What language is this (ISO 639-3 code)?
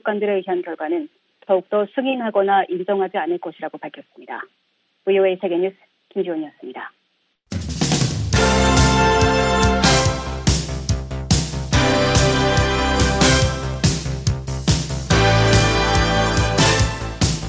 kor